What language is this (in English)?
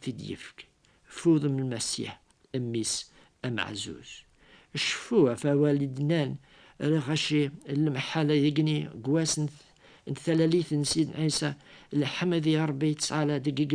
Kabyle